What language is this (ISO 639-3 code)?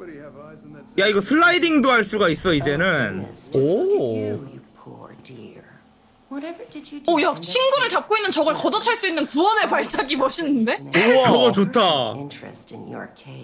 kor